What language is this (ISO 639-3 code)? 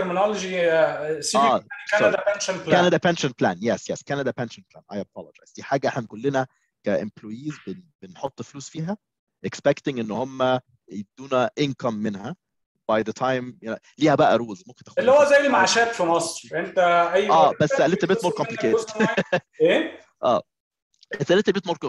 arz